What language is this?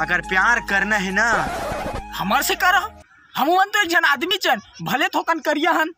Chhattisgarhi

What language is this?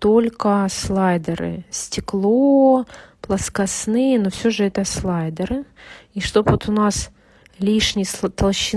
Russian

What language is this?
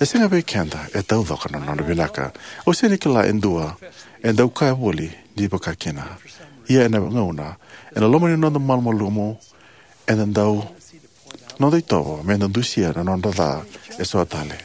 Fijian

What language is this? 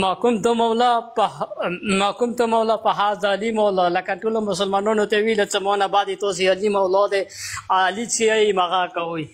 Pashto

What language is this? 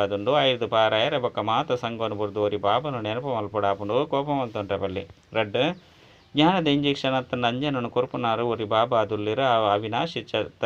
Tulu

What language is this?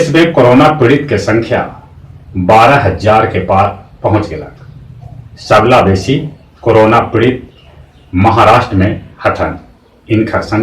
Magahi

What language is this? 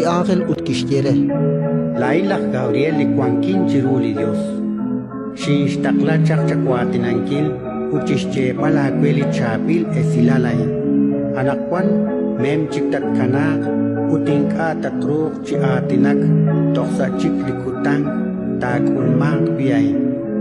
Kekchí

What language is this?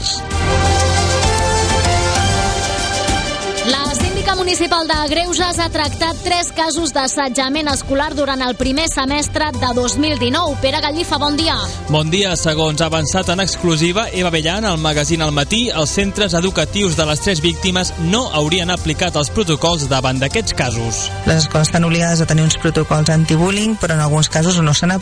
Catalan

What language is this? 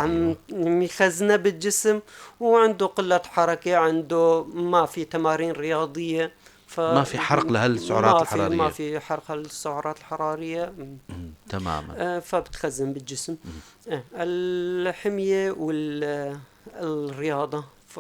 North Levantine Arabic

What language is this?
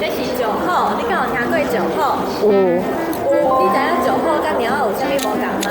Min Nan Chinese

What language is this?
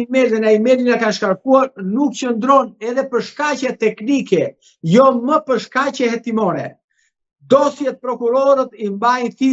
Albanian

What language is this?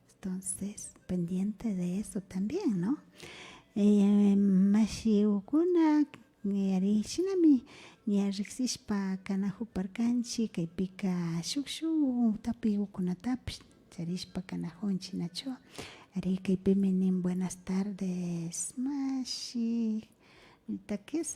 Imbabura Highland Quichua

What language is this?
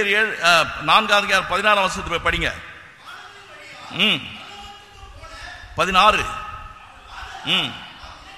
Tamil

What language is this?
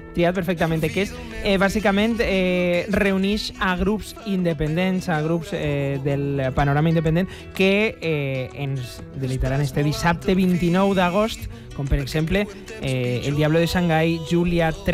Catalan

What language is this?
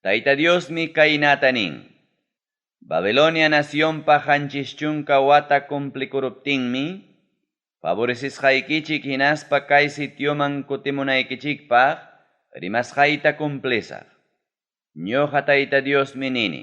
Ayacucho Quechua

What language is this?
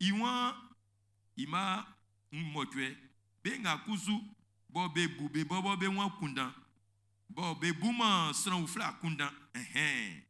Baoulé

